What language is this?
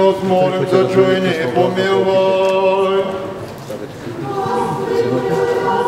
Bulgarian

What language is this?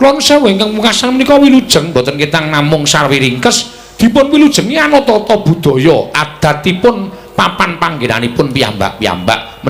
Javanese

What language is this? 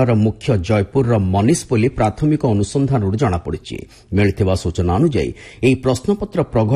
Odia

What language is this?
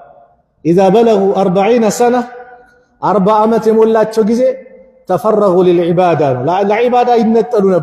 Amharic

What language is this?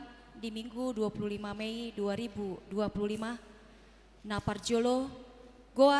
Batak Toba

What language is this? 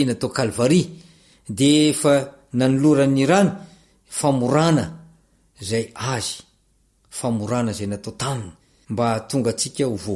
Malagasy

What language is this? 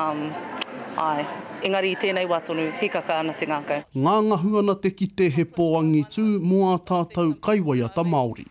Māori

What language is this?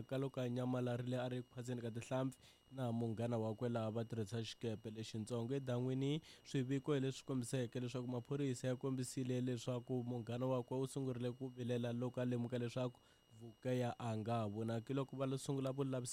Tsonga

